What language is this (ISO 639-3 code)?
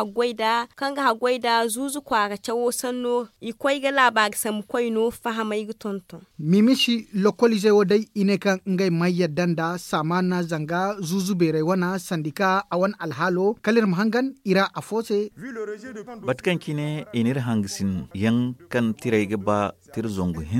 dje